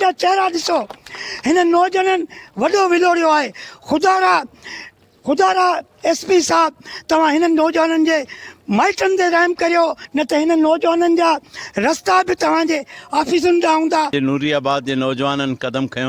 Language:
Sindhi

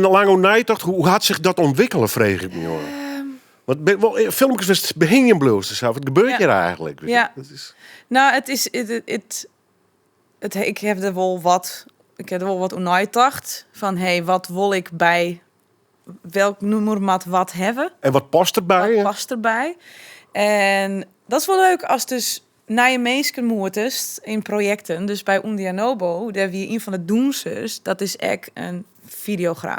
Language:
Western Frisian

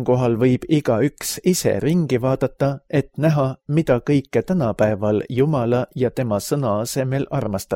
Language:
Estonian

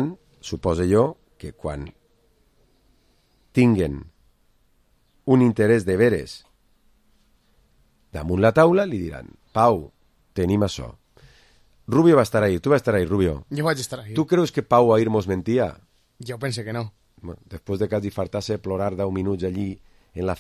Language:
Catalan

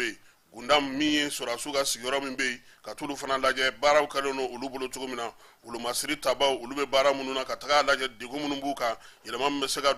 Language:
Bambara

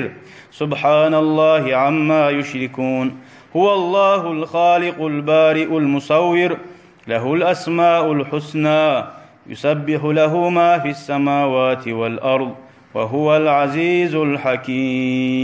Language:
Kumyk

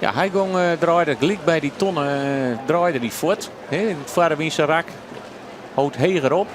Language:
Western Frisian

